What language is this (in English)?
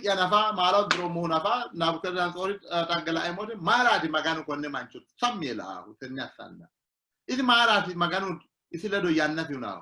Sidamo